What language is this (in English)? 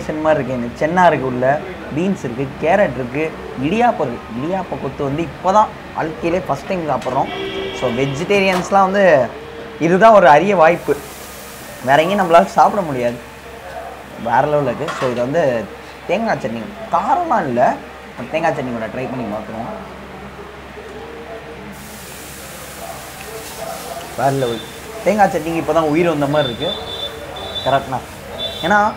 Tamil